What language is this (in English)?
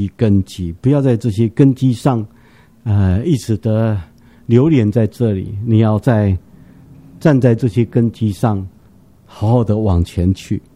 Chinese